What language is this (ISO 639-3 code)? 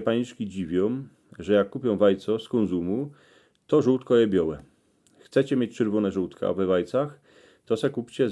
szl